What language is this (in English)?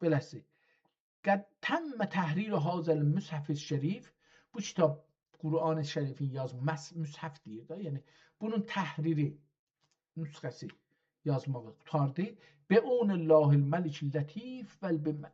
South Azerbaijani